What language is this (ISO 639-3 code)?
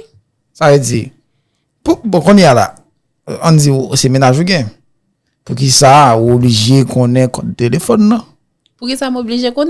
hat